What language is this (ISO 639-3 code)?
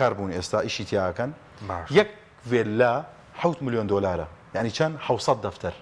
ckb